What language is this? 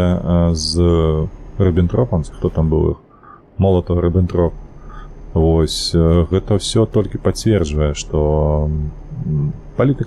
Belarusian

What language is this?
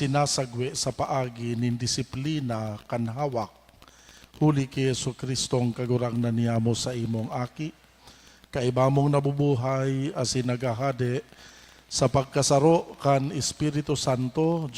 Bikol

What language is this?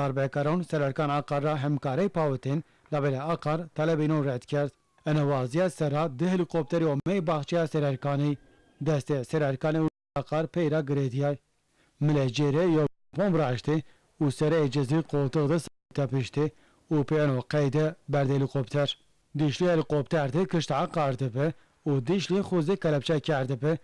Zaza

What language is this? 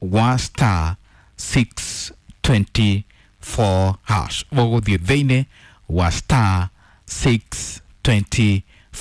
Kikuyu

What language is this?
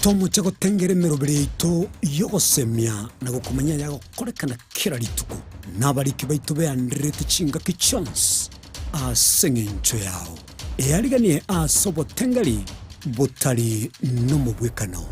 Gusii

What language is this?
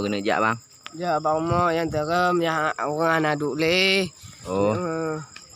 Achinese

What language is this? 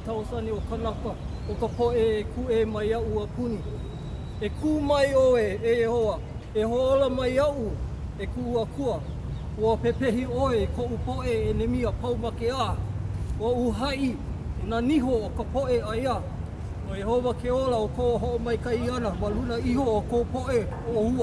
Hawaiian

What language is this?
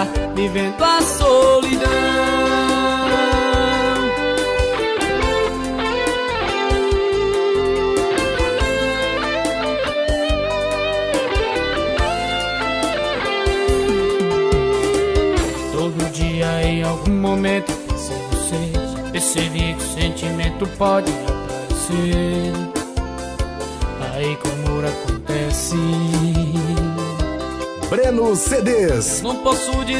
Portuguese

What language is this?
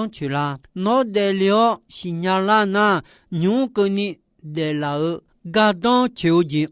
Akha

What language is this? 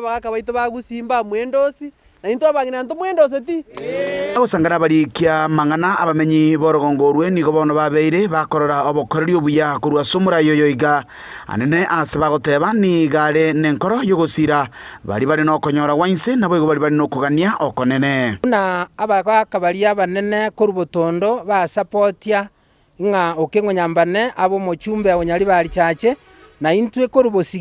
Gusii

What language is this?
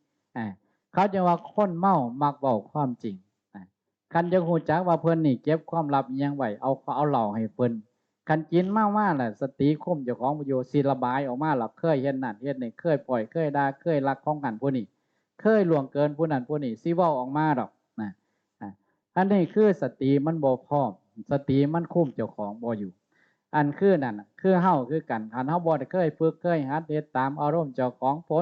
Northeastern Thai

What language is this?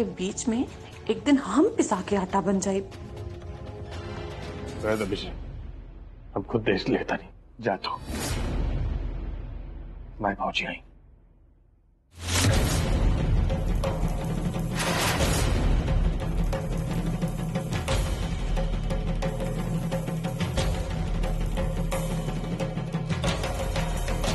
Bhojpuri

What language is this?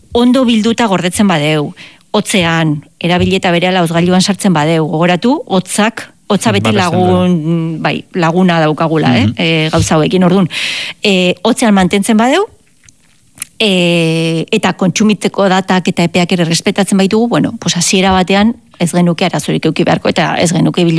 Basque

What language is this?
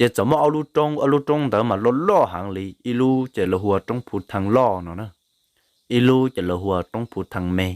Hmong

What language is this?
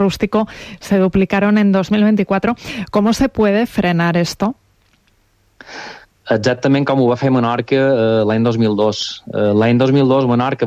Catalan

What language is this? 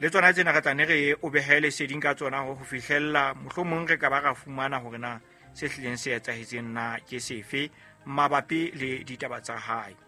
Southern Sotho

